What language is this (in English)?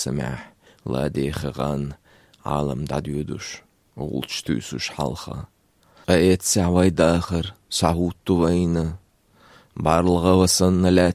Chechen